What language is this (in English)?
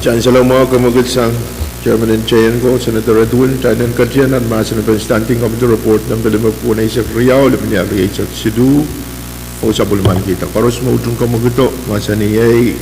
Pohnpeian